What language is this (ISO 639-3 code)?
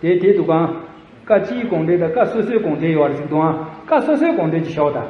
bod